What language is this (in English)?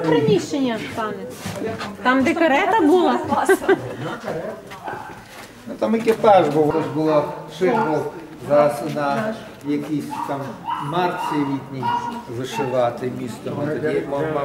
Ukrainian